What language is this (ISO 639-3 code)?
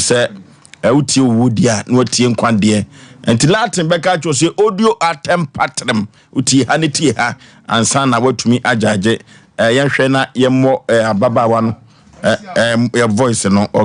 aka